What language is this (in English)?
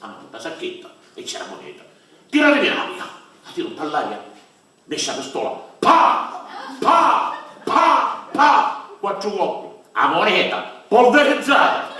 Sicilian